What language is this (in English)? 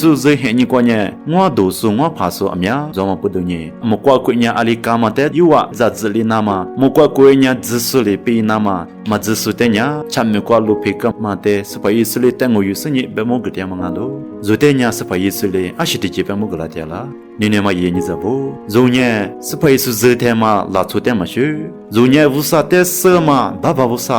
Lisu